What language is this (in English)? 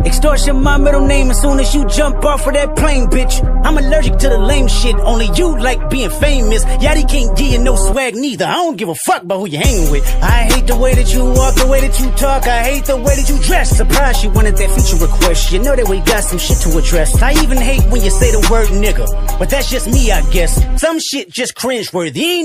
English